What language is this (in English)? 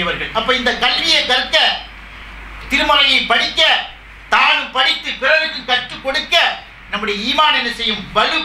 Tamil